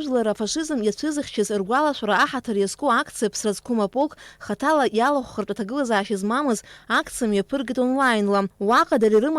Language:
Abkhazian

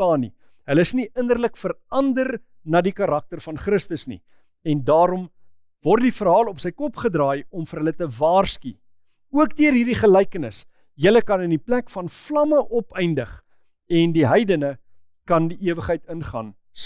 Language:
Afrikaans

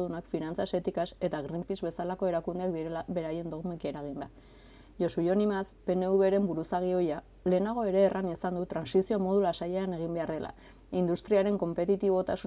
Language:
Basque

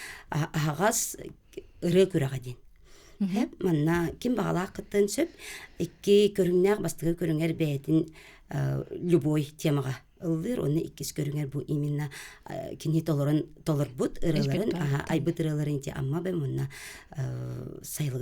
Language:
Yakut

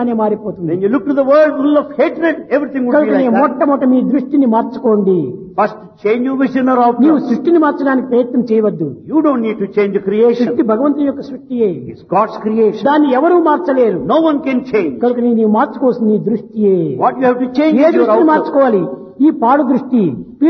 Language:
Telugu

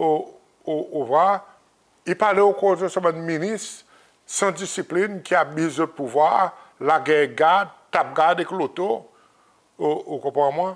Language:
Seselwa Creole French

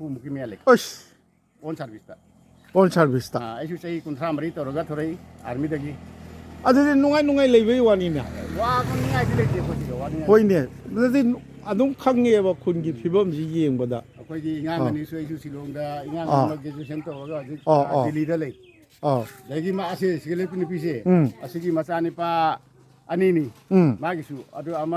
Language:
Manipuri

